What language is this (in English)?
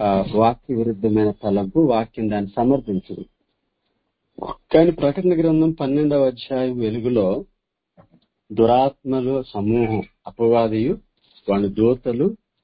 Telugu